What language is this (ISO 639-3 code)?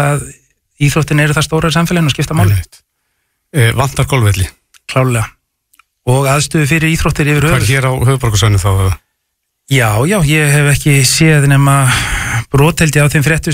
isl